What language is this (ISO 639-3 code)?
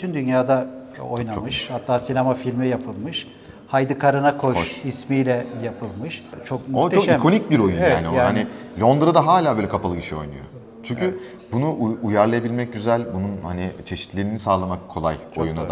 tur